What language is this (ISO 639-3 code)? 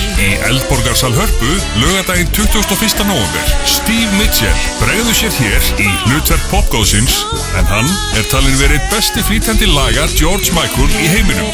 isl